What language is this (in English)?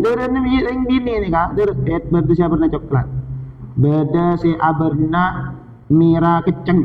Madurese